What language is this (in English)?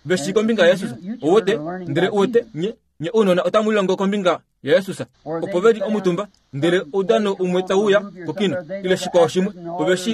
Kuanyama